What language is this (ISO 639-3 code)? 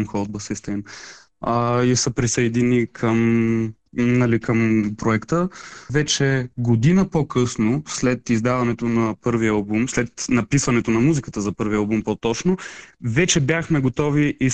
bul